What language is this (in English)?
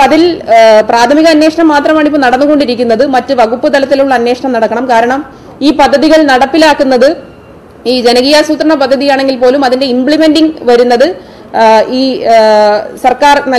Malayalam